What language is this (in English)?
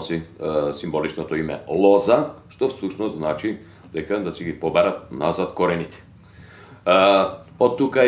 Macedonian